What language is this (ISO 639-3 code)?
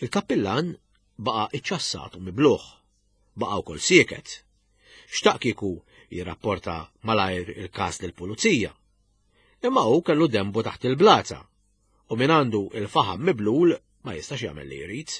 mlt